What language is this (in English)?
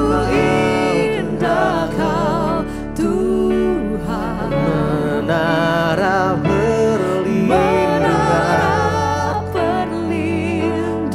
Indonesian